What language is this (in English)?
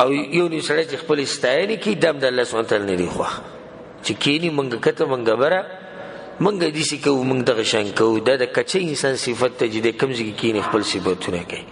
Pashto